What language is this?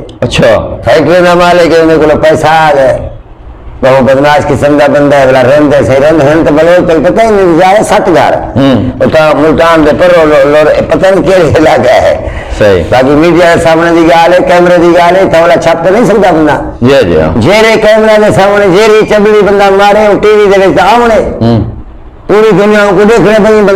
Saraiki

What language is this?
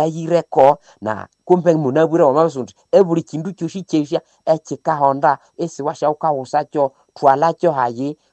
Nande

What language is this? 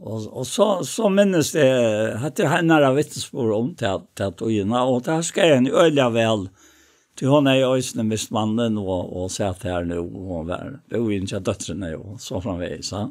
Faroese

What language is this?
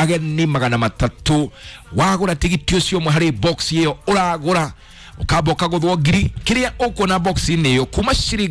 Kikuyu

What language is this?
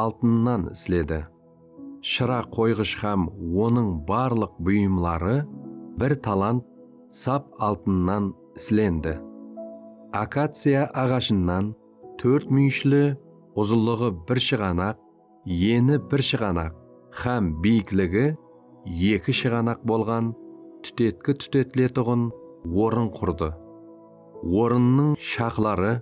Kara-Kalpak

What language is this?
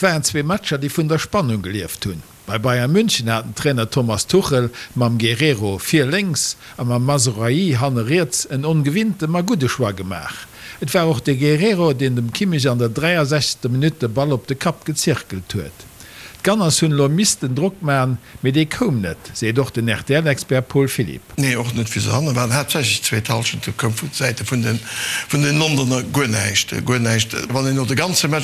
Luxembourgish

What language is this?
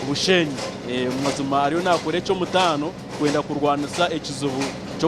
Nyankole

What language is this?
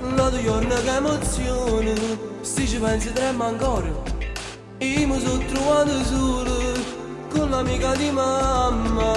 Neapolitan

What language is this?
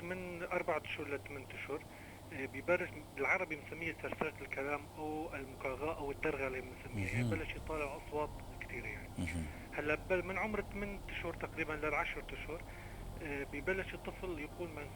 North Levantine Arabic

